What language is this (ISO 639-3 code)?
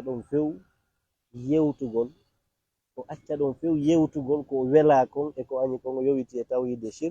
ful